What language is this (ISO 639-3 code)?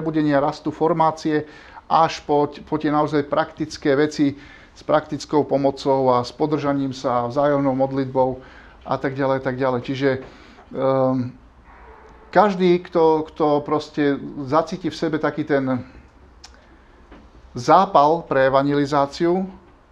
slk